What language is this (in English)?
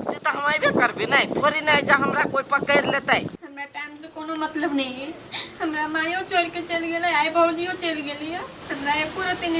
Maithili